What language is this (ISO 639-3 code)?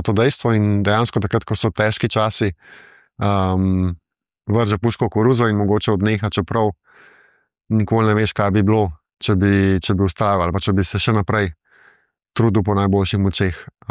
slv